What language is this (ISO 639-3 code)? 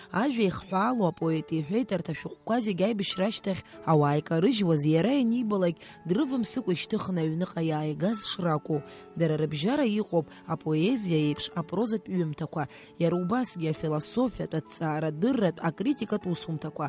abk